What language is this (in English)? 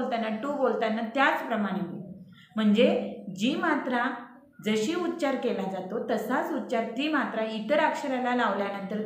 Marathi